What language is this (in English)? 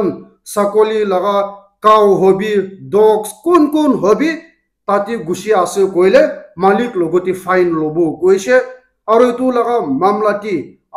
Naga Pidgin